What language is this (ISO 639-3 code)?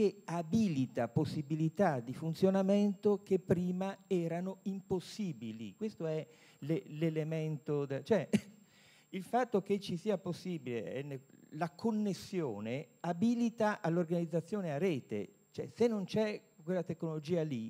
ita